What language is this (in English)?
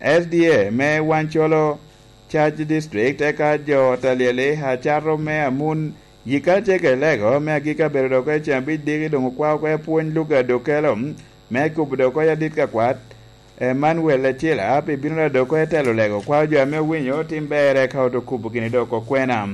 Lango (Uganda)